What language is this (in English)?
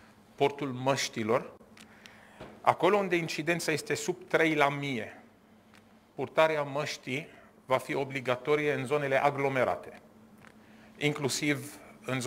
Romanian